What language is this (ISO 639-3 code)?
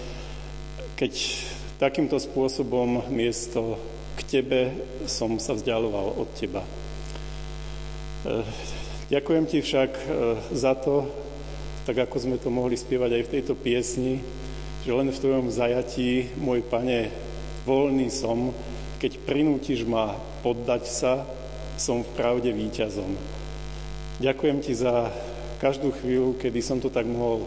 slk